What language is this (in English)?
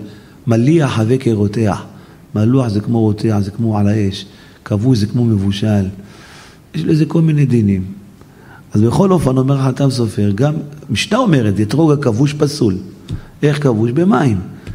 Hebrew